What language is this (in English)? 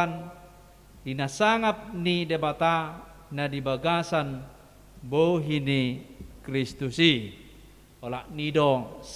Batak Toba